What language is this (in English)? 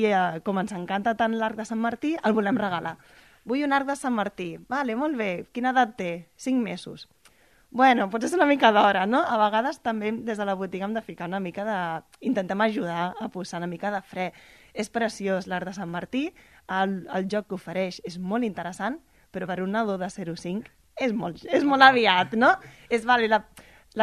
Catalan